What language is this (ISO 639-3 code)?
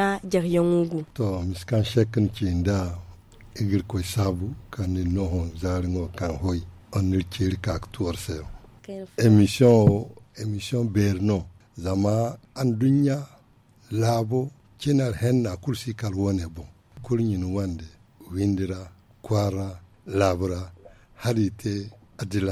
dje